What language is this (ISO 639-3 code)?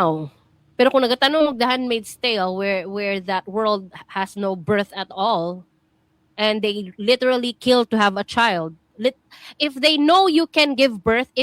ceb